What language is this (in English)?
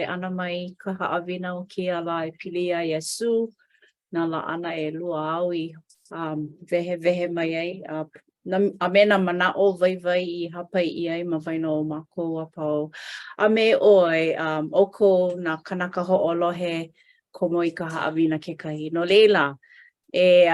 Hawaiian